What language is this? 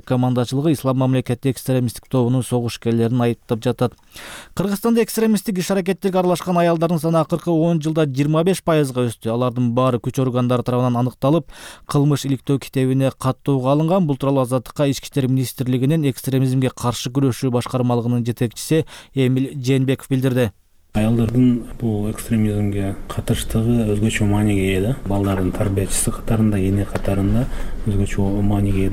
Kyrgyz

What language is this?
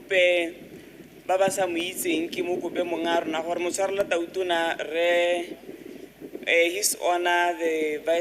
Tswana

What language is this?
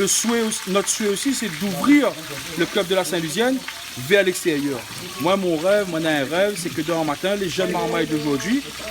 Réunion Creole French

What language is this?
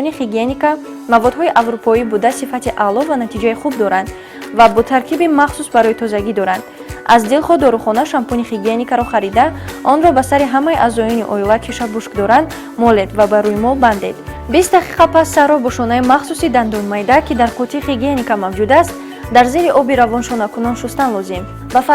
Tajik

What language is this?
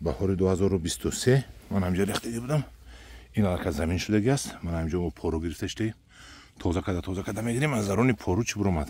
Tajik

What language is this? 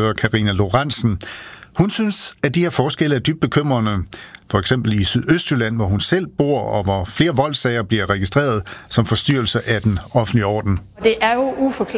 Danish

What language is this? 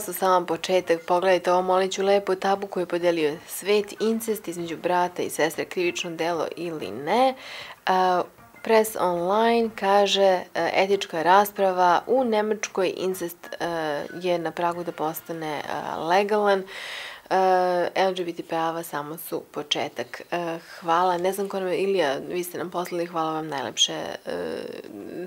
Serbian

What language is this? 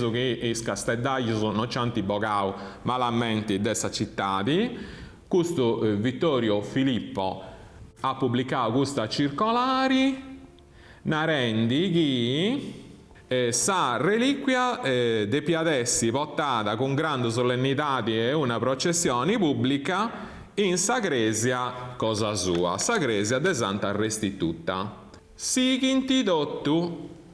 Sardinian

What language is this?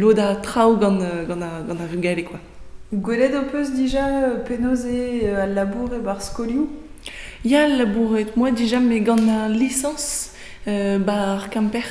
Breton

